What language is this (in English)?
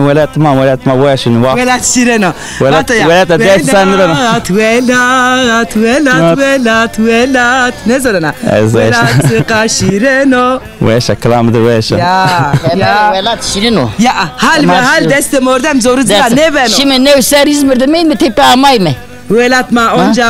Zaza